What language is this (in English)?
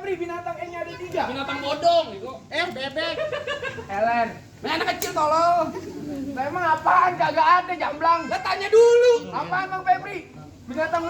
Betawi